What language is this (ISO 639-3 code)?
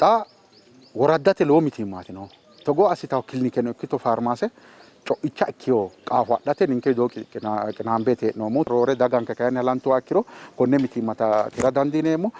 sid